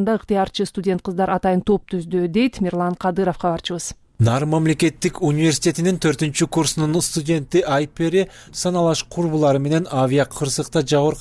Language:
Kyrgyz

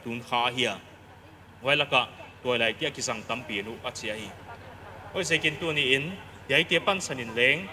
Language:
Paite Chin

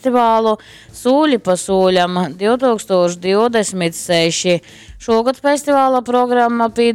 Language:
Latgalian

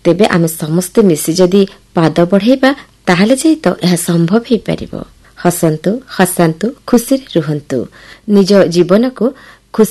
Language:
Odia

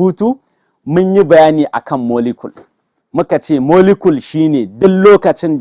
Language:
Hausa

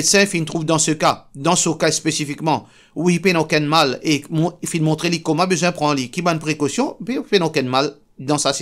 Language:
Morisyen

